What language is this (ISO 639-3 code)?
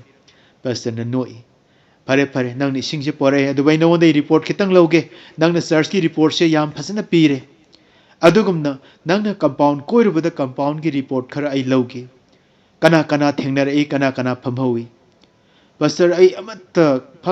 mni